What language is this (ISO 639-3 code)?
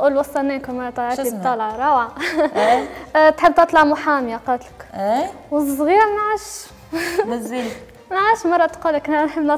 aeb